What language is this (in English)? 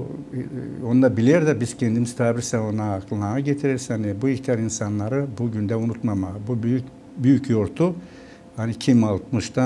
Gagauz